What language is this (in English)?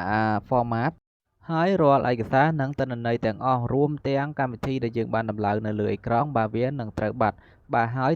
Khmer